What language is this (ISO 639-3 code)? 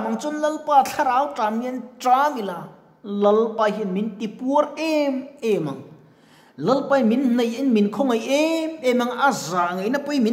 lus